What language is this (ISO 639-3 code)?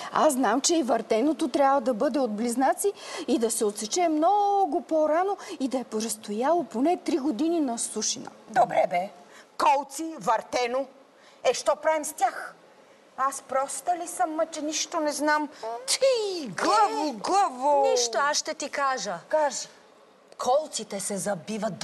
bul